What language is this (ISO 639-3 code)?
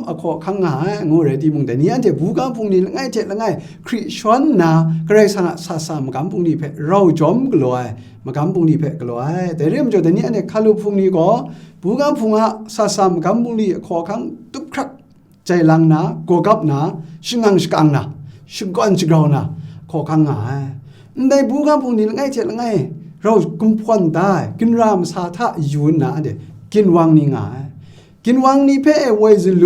kac